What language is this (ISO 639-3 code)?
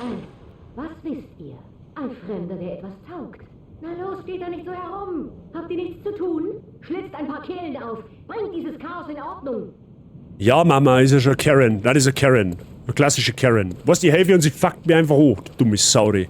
bar